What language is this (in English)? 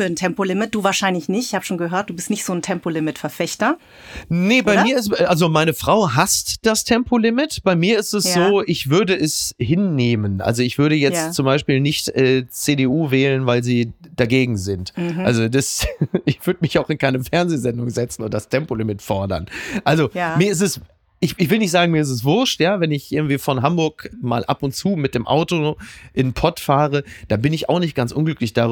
German